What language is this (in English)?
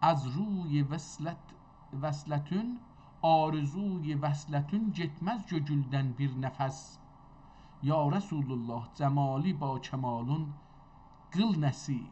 South Azerbaijani